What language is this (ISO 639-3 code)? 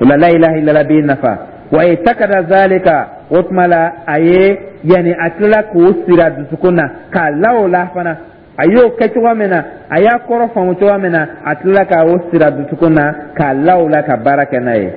dyu